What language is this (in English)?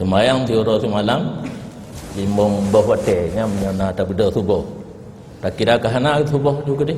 Achinese